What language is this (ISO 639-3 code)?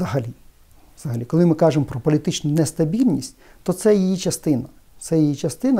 ukr